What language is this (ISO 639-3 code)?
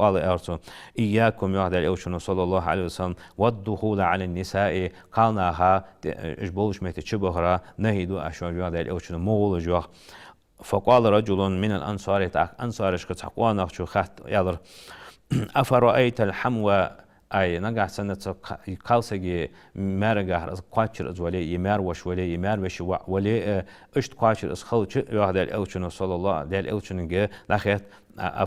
inh